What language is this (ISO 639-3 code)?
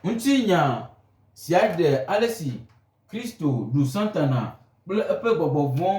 gej